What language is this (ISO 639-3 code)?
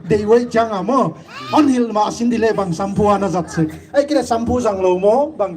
pck